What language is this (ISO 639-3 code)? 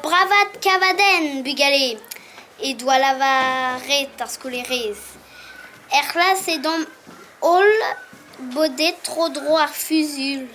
bre